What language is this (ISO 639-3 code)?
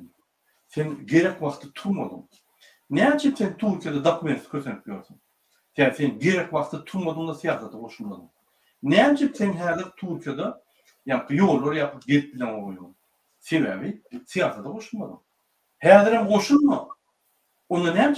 tuk